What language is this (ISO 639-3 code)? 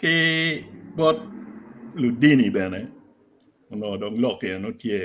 ach